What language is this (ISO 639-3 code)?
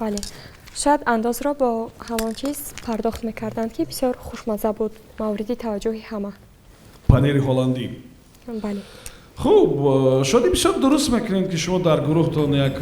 tgk